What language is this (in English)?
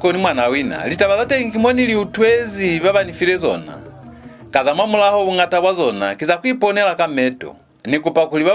Lozi